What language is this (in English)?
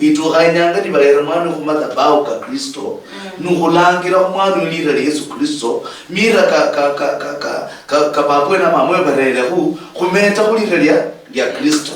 Luyia